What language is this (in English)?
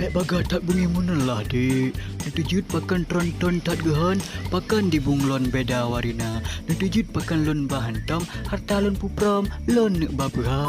Achinese